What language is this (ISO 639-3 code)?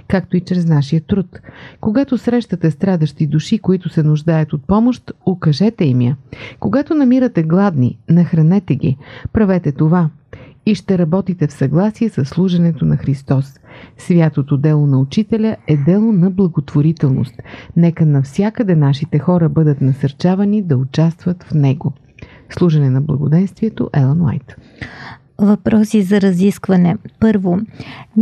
bul